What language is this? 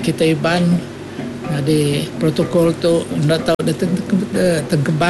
Iban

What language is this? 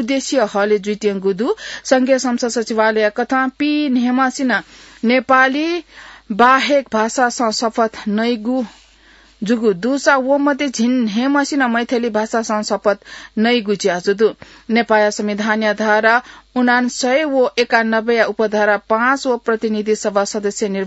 Newari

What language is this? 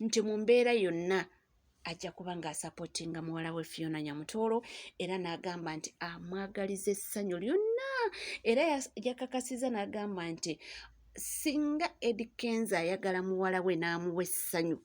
Ganda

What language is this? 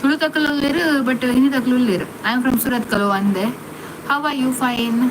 Tulu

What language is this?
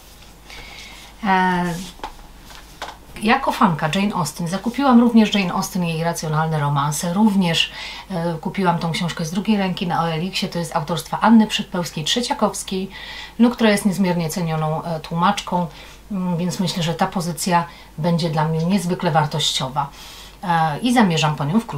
Polish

